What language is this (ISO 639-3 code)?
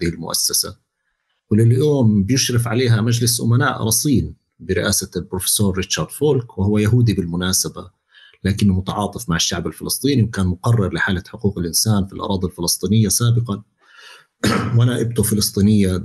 apc